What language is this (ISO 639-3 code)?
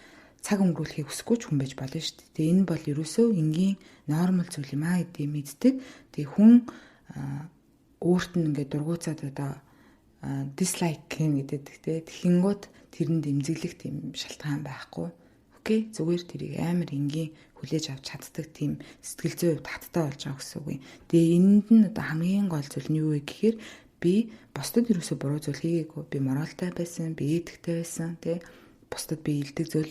mon